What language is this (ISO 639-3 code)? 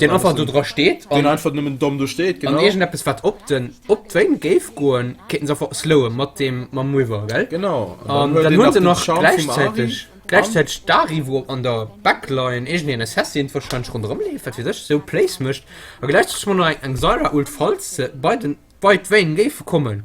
ltz